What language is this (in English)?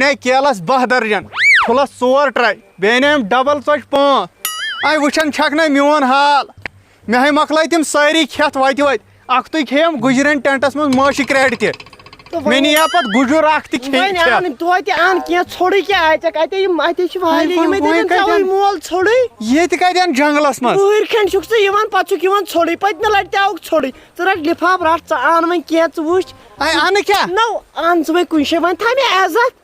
Kashmiri